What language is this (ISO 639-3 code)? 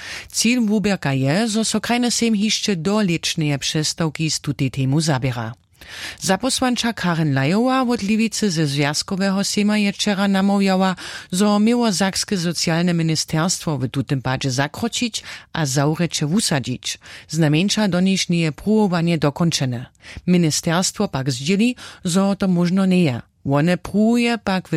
hsb